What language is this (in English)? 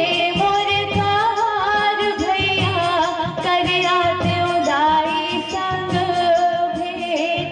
Chhattisgarhi